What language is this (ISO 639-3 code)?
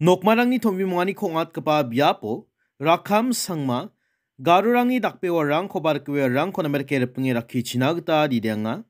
grt